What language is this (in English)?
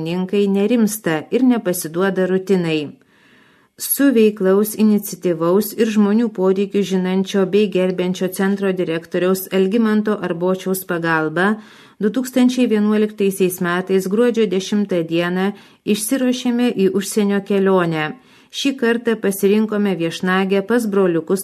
Lithuanian